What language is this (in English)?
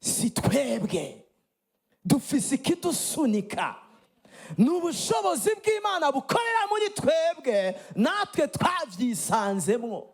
Rundi